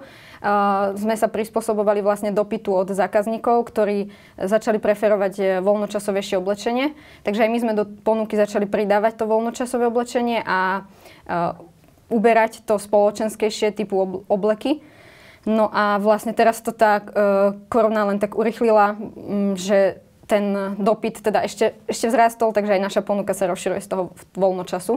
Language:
Slovak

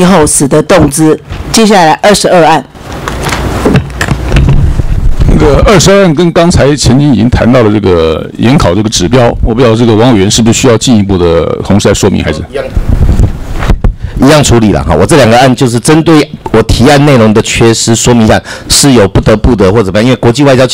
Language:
Chinese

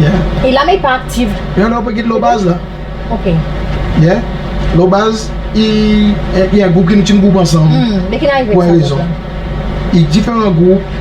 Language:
Seselwa Creole French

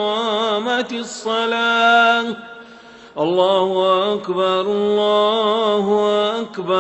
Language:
Arabic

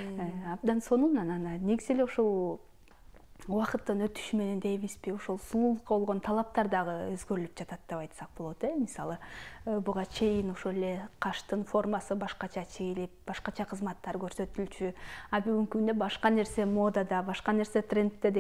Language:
Kyrgyz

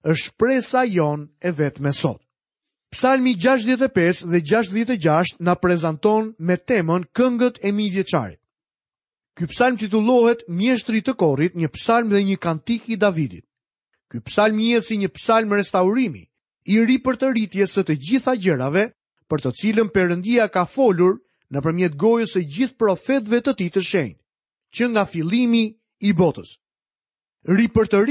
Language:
Albanian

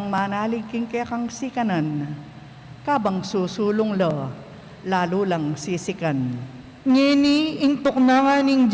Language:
Pampanga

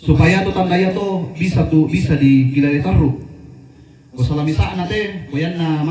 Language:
Toraja-Sa'dan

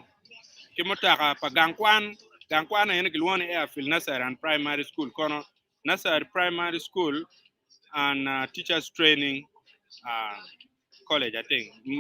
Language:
Acoli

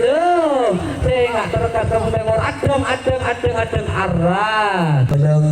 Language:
Madurese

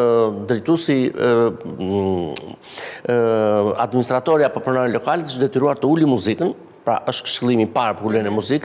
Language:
Albanian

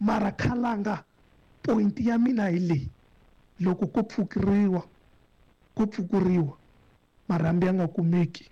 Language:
Tsonga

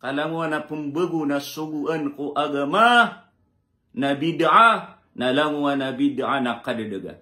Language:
Maranao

